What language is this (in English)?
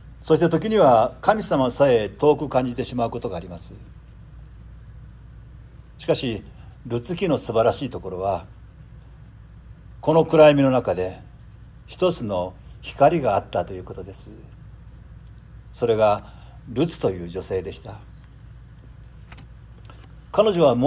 Japanese